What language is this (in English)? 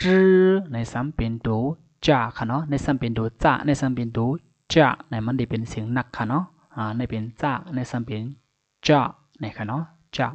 Shan